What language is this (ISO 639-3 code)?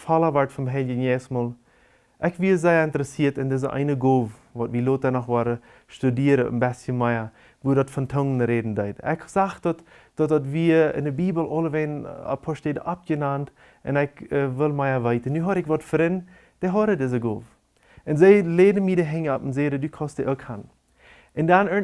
pdt